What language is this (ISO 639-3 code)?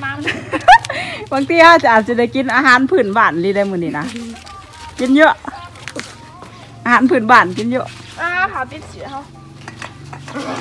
tha